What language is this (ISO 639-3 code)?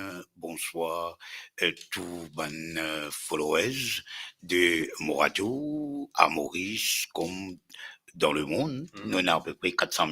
mfe